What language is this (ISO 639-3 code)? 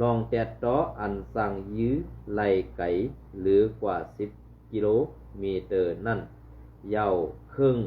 shn